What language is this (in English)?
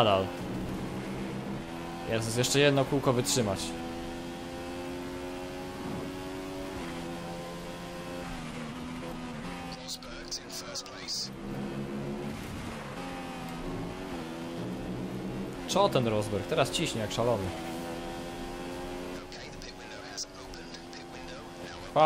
Polish